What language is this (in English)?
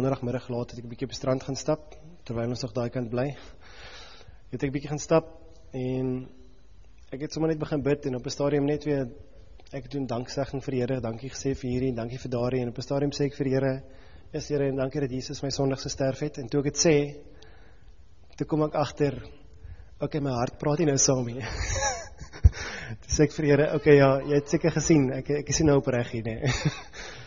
Afrikaans